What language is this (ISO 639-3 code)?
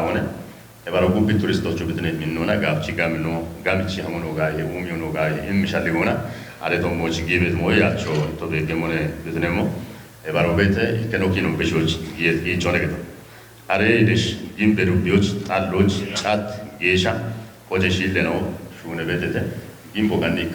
kbr